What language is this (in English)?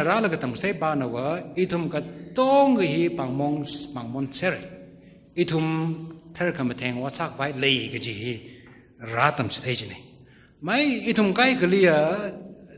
Tangkhul Naga (India)